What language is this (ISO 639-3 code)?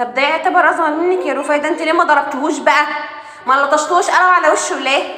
arz